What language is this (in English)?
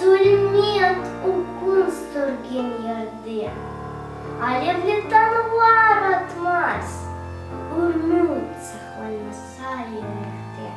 Crimean Tatar